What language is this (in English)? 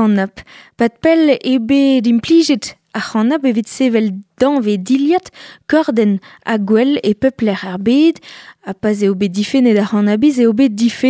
Breton